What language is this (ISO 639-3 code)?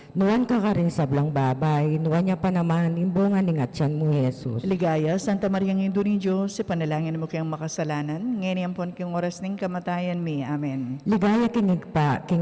pam